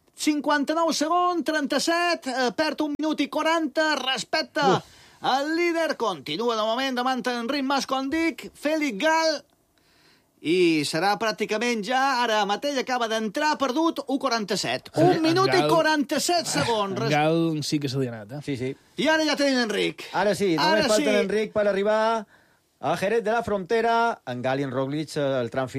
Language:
Catalan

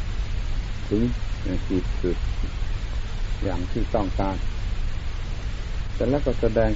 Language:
Thai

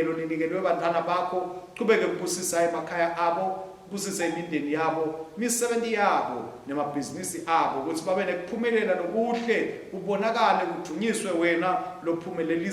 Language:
Swati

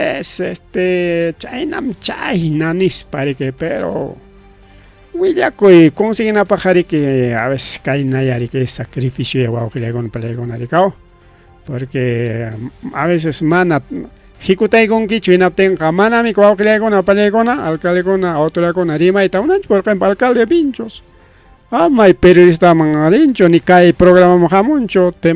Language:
Ayacucho Quechua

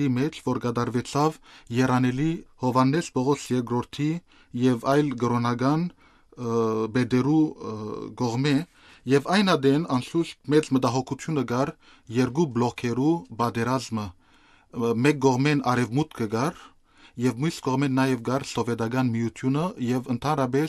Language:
Western Armenian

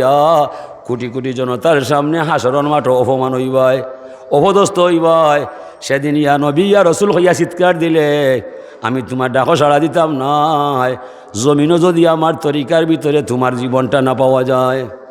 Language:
Sylheti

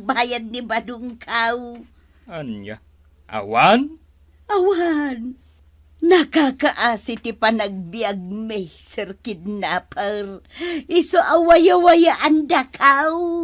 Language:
Iloko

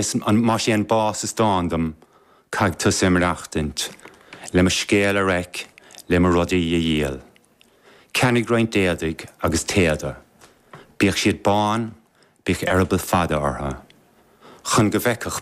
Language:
Irish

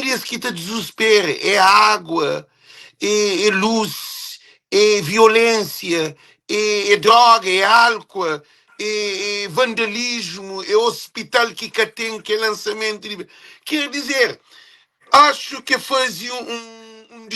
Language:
Kabuverdianu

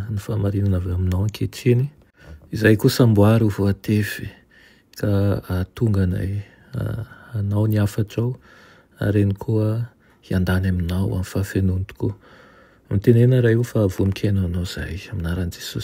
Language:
Malagasy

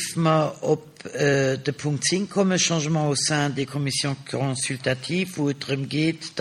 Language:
Luxembourgish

